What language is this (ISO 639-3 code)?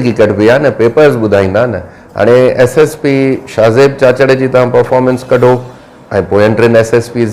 snd